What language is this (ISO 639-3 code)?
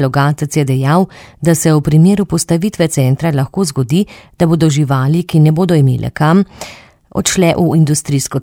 slv